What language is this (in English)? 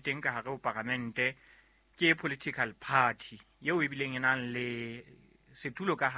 Southern Sotho